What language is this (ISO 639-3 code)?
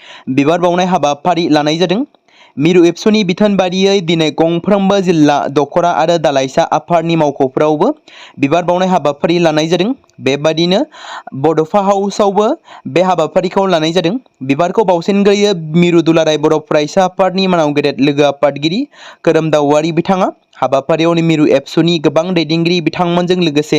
brx